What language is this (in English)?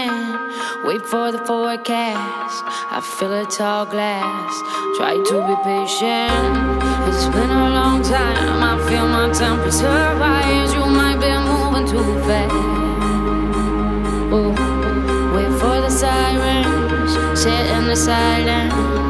English